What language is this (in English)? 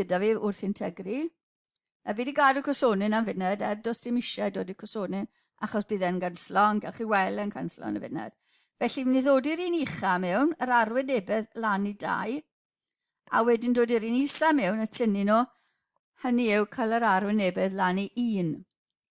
Welsh